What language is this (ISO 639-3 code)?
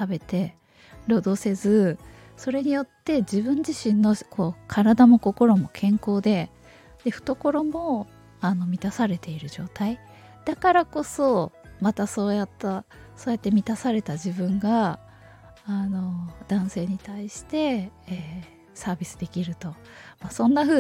jpn